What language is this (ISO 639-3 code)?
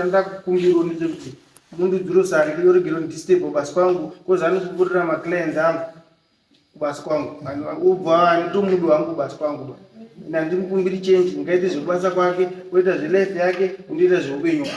sna